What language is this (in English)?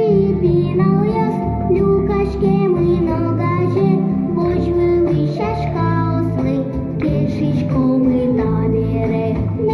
Udmurt